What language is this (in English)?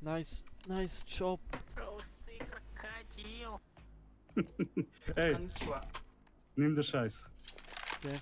Swiss German